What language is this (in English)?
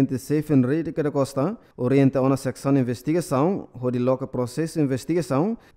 Tetum